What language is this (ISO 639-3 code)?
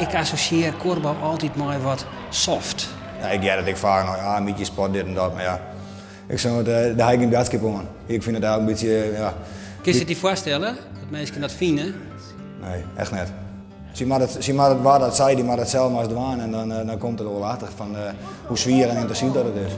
fry